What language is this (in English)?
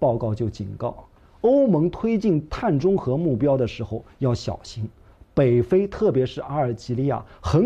Chinese